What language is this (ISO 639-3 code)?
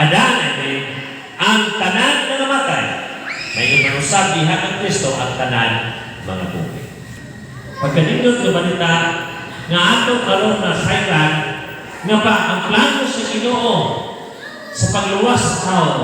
ceb